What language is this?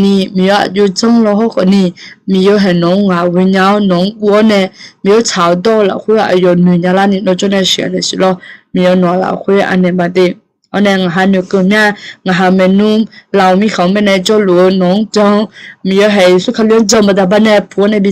Akha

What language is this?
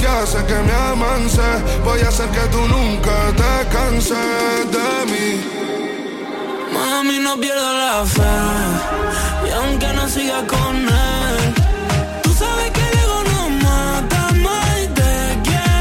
Spanish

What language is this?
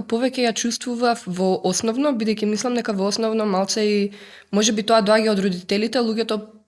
Macedonian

